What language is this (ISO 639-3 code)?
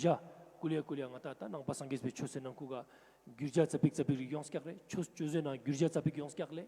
lbj